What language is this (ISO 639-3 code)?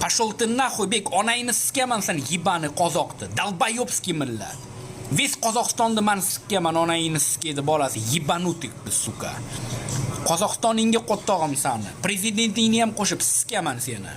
uzb